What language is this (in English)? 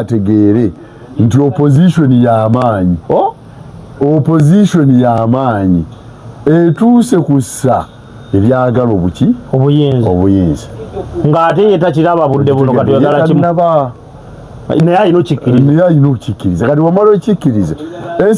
Ganda